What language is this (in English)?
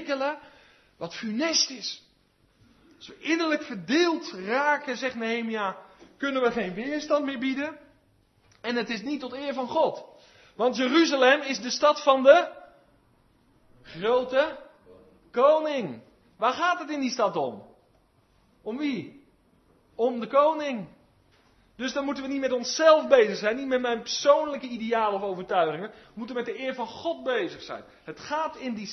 Dutch